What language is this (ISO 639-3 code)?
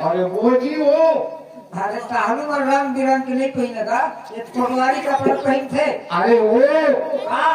hne